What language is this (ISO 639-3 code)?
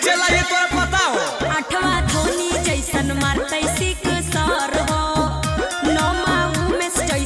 mag